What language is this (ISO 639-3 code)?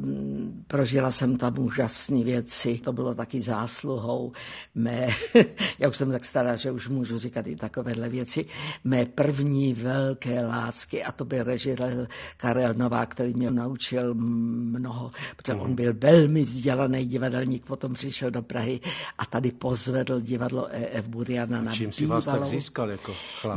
ces